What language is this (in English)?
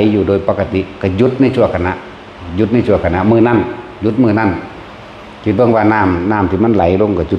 Northeastern Thai